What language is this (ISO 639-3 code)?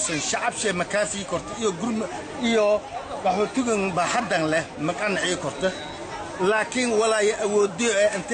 som